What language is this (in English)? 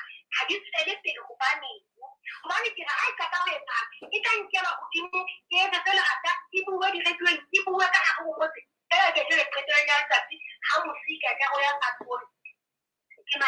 Southern Sotho